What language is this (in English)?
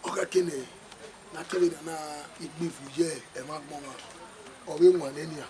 Bini